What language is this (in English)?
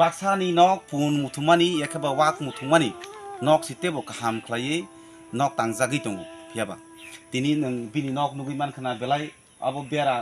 Kok Borok